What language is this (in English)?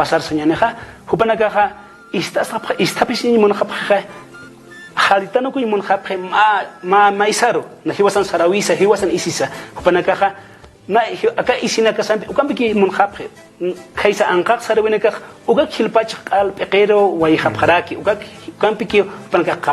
Aymara